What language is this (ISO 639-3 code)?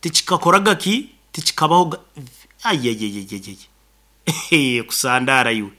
nyo